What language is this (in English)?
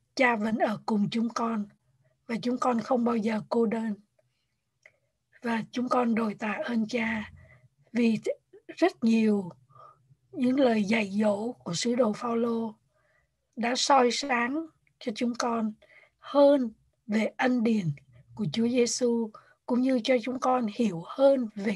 Vietnamese